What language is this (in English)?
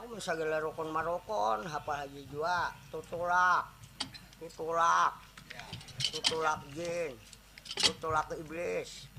Banjar